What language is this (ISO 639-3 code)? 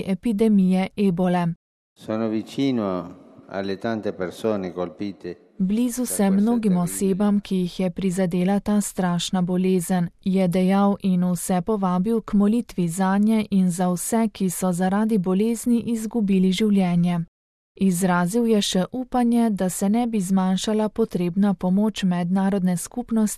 slv